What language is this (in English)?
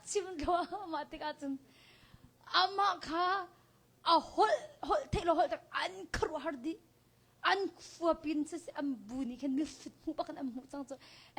Hakha Chin